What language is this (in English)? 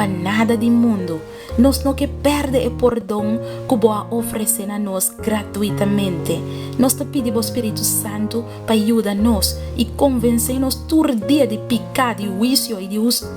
Papiamento